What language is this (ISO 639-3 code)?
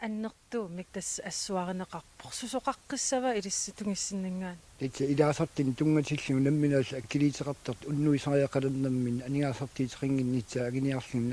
kal